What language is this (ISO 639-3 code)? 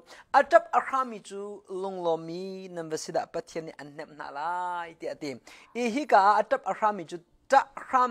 tha